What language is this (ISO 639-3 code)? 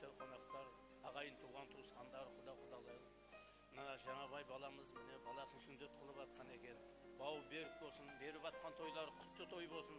kaa